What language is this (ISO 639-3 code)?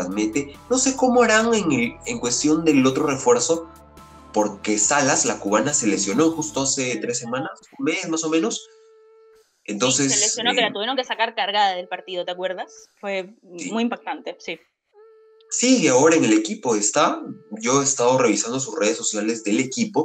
spa